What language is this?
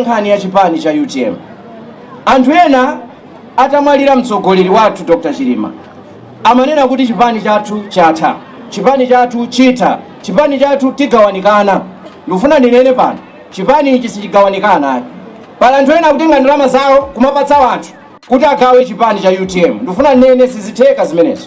Nyanja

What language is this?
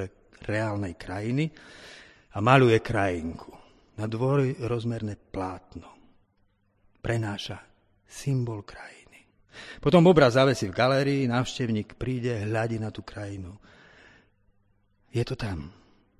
Slovak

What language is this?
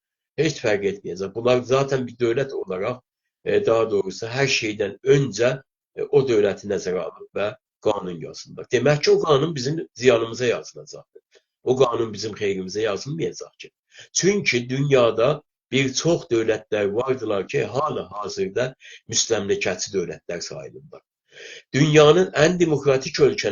South Azerbaijani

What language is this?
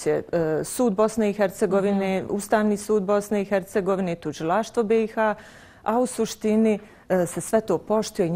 Bosnian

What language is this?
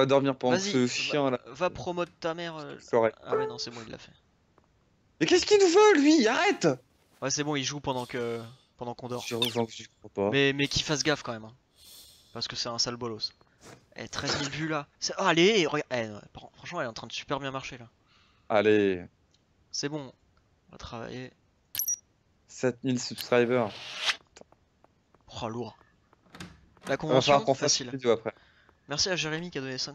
French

